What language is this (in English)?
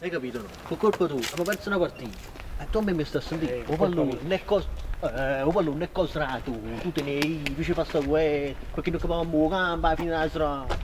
Neapolitan